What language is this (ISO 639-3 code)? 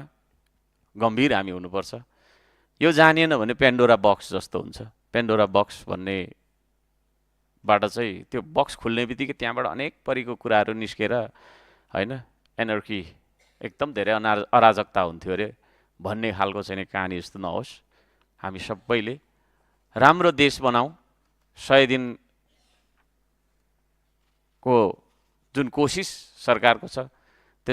nep